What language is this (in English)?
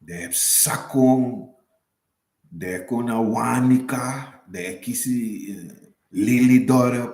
Sranan Tongo